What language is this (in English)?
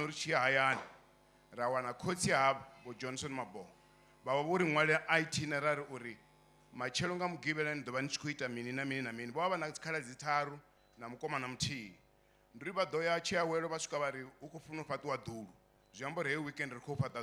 Venda